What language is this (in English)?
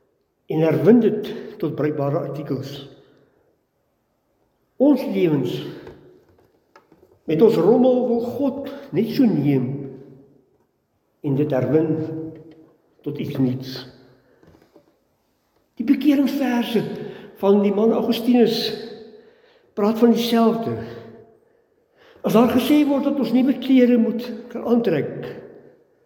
Afrikaans